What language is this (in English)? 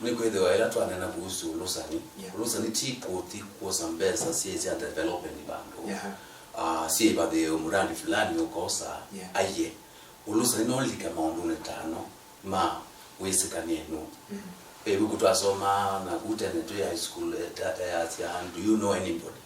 Kamba